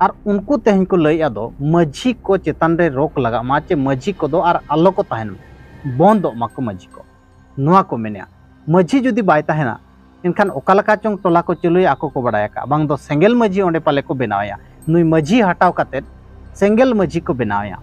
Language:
Santali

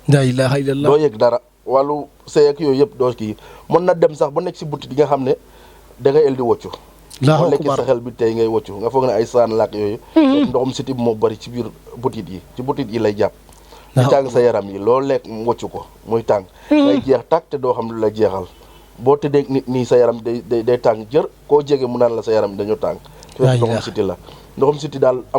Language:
Wolof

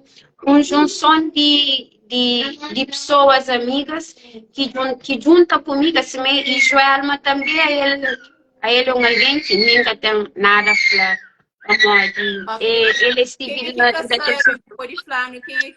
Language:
Kabuverdianu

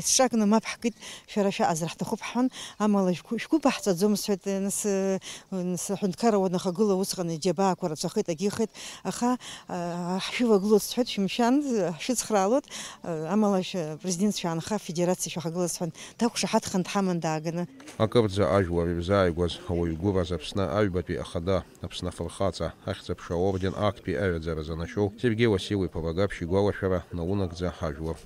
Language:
Abkhazian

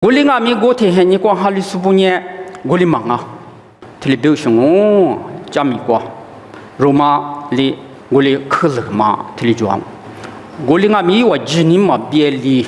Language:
Lisu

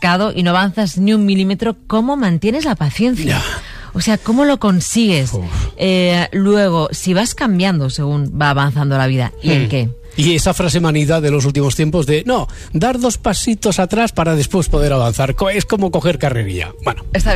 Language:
Spanish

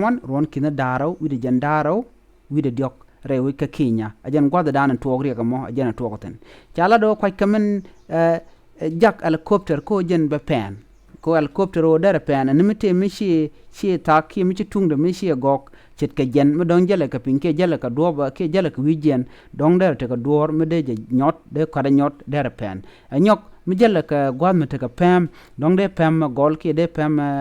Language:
Nuer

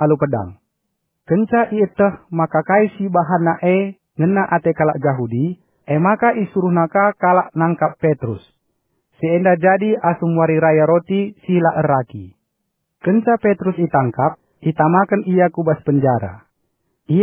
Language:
Batak Karo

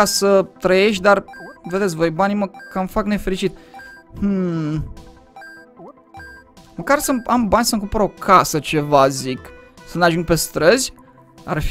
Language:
Romanian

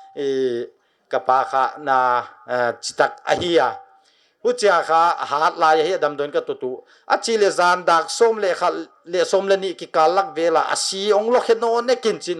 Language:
Paite Chin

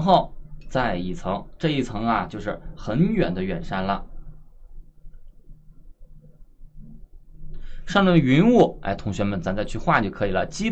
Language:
Chinese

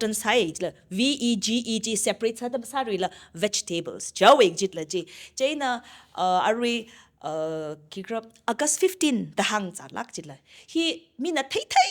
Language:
Tangkhul Naga (India)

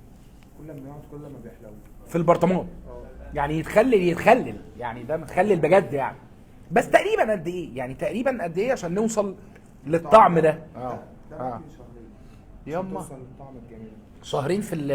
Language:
Egyptian Arabic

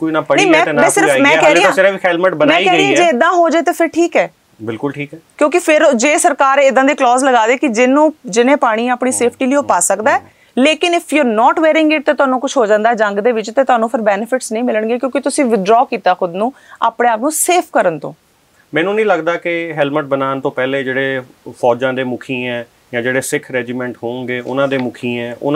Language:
Punjabi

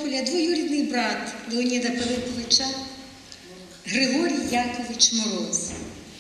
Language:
Ukrainian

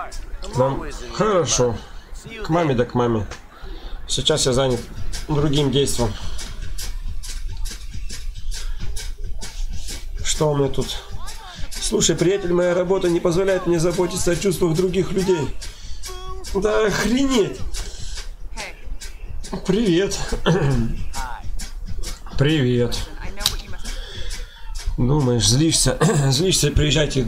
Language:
Russian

